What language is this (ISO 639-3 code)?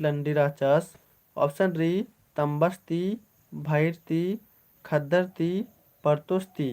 kru